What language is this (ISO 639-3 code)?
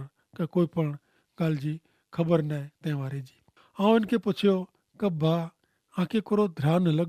kfr